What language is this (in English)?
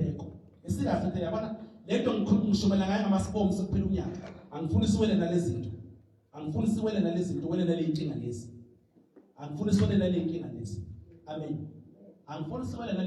Zulu